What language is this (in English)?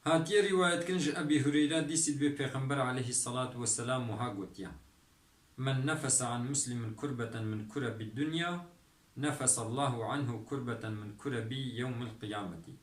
Kurdish